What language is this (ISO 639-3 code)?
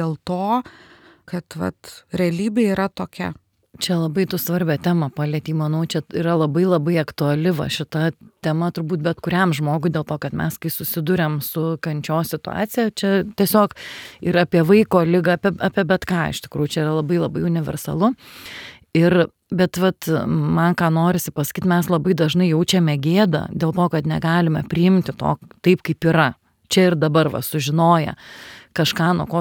lit